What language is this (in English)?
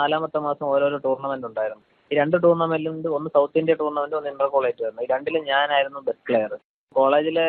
Malayalam